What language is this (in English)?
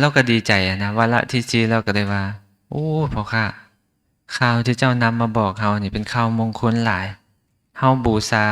Lao